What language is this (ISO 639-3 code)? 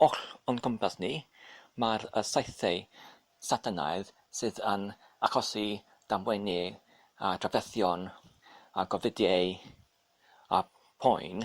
cym